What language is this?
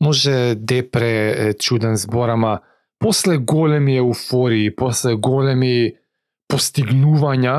Macedonian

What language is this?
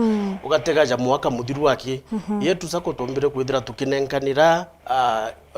Meru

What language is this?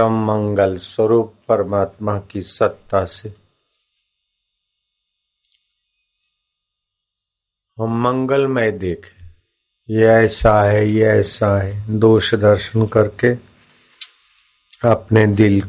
Hindi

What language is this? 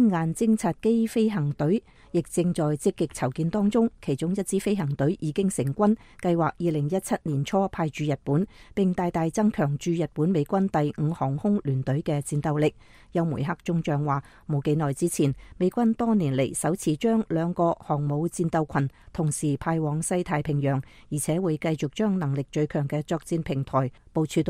Cantonese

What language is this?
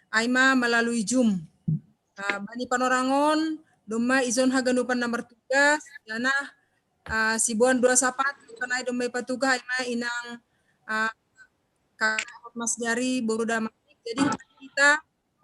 Batak Simalungun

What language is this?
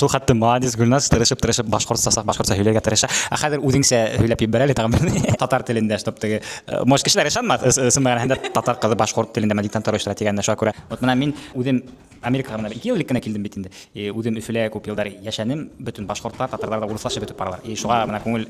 Bashkir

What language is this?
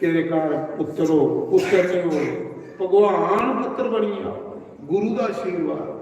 Dogri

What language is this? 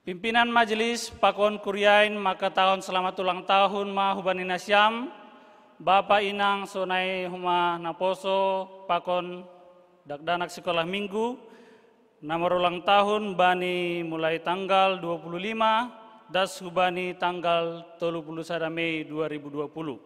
Batak Simalungun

